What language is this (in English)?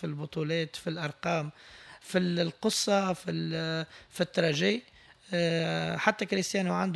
Tunisian Arabic